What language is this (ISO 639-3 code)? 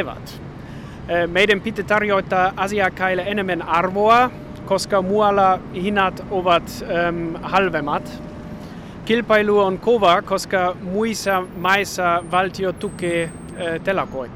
fin